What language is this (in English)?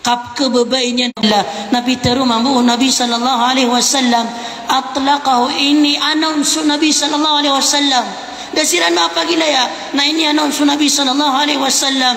Maranao